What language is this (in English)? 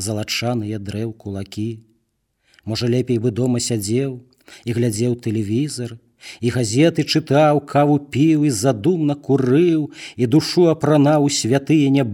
Belarusian